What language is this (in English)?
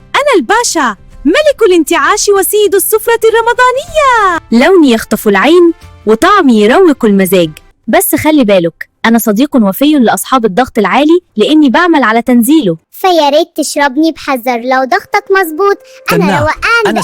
Egyptian Arabic